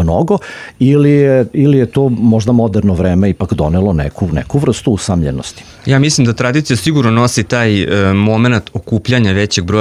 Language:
Serbian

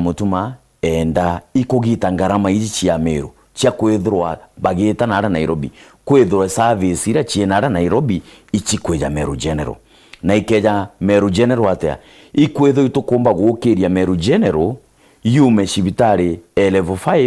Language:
Meru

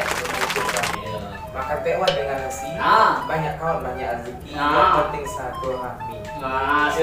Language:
Musi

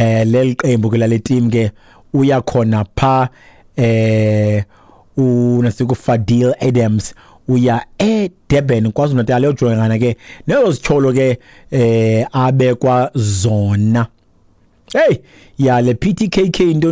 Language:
Xhosa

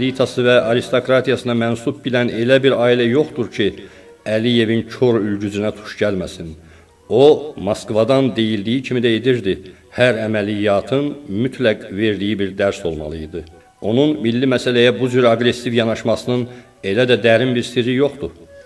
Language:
Azerbaijani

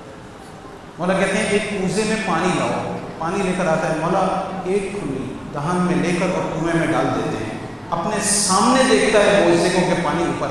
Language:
Urdu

